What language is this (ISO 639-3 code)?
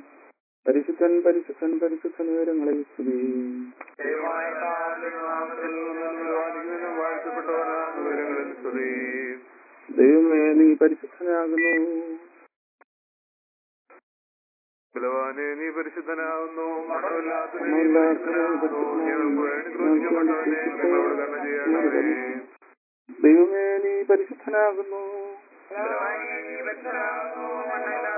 mal